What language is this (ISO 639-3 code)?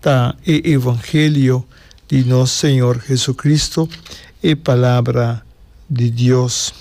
pap